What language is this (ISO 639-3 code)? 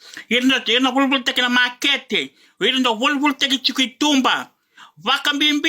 fij